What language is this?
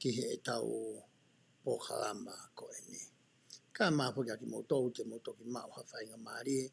Tongan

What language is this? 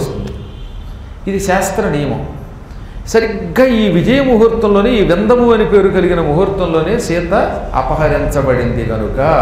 Telugu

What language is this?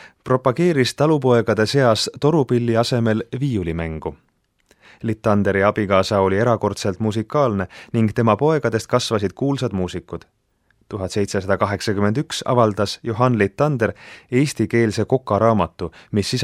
Estonian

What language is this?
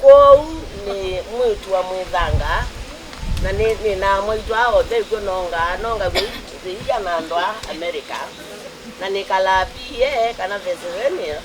Kamba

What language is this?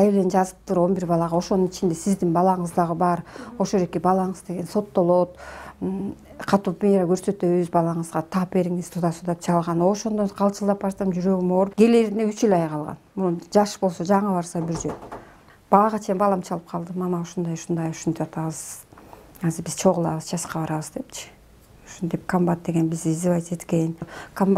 Kyrgyz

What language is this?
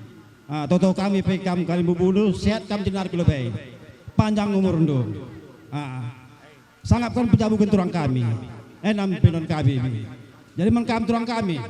Batak Karo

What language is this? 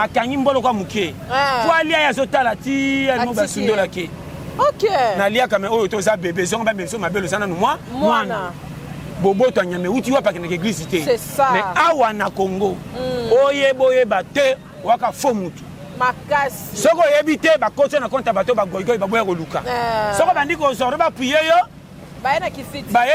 Lingala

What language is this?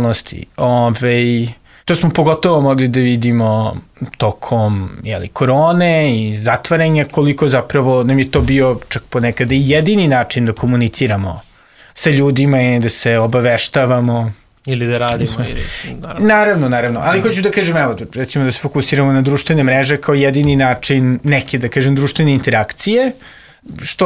Serbian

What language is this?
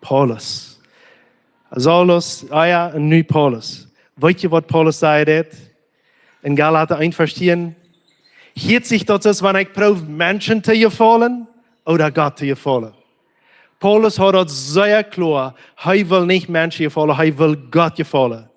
Plautdietsch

